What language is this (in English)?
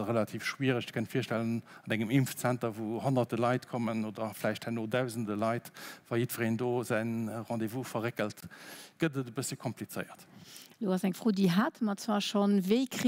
Luxembourgish